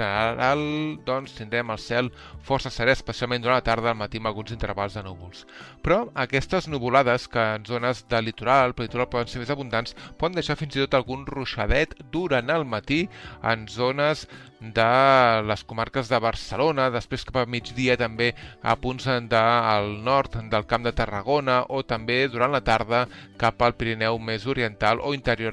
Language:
Catalan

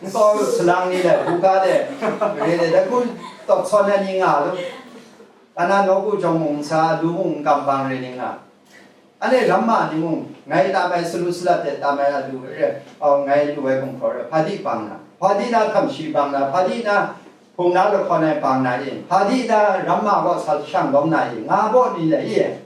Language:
Kachin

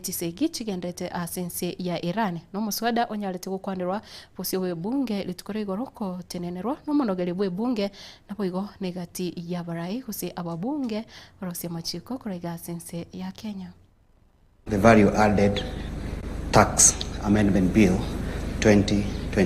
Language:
Gusii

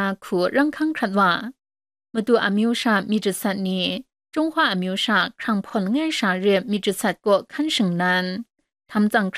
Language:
Thai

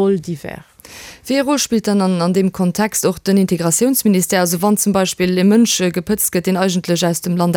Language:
Luxembourgish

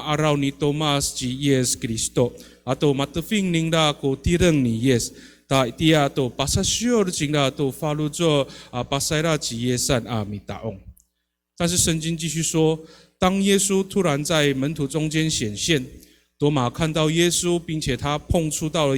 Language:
Amis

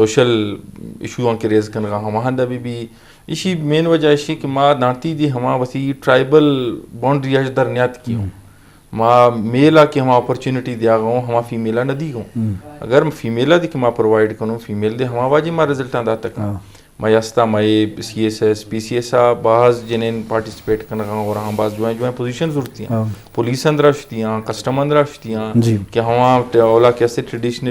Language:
Eastern Balochi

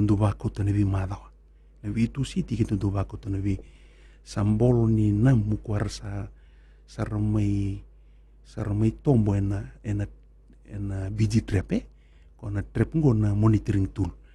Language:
Fijian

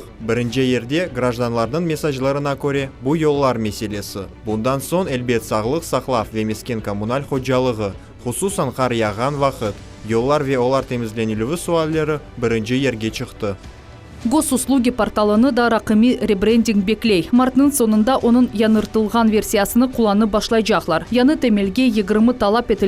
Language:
Crimean Tatar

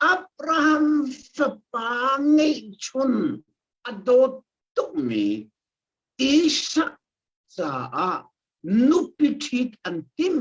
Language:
Hakha Chin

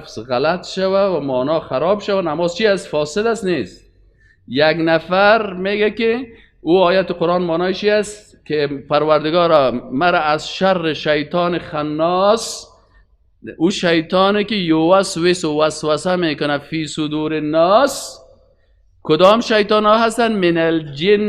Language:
Persian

